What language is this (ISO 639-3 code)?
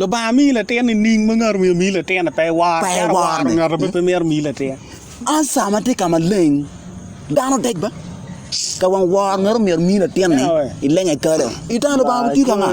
ach